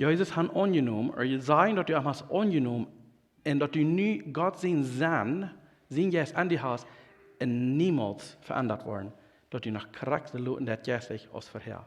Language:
Plautdietsch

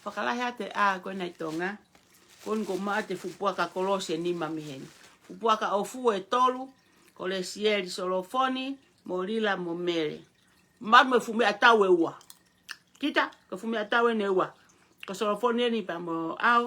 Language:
Tongan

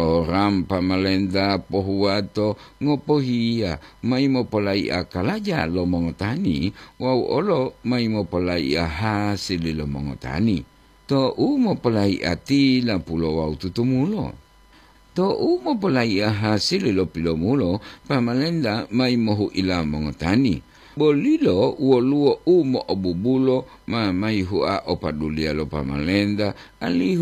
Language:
Gorontalo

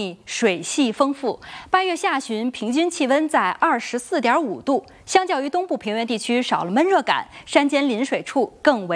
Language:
Chinese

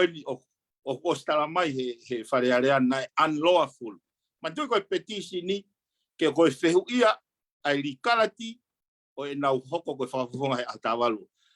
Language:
Tongan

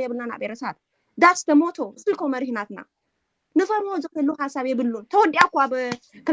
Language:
Tigrinya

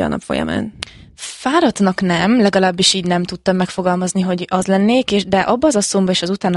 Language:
Hungarian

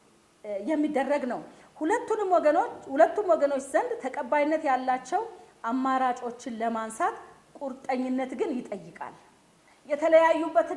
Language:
Amharic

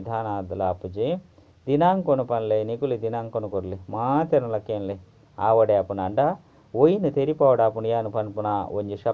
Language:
Tulu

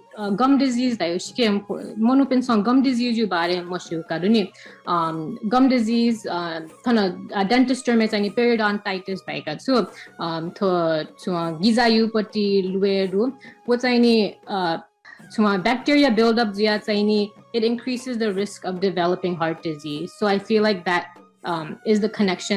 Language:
Newari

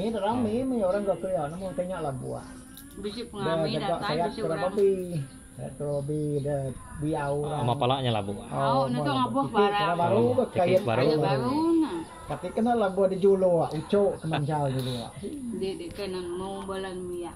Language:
Iban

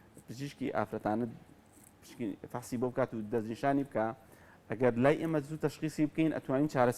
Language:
Central Kurdish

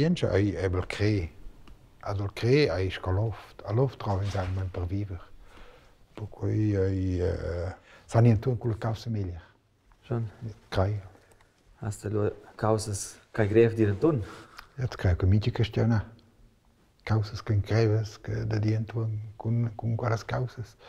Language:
Romansh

